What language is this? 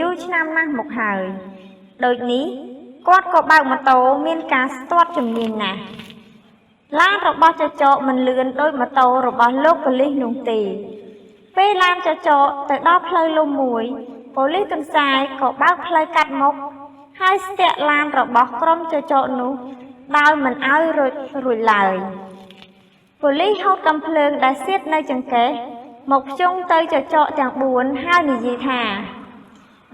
Khmer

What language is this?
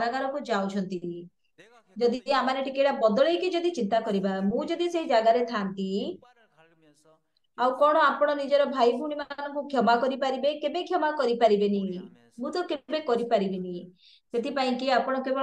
Odia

